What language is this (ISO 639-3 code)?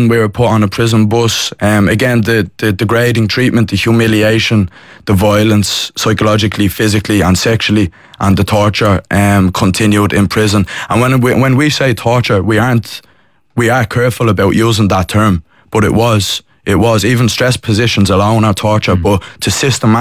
eng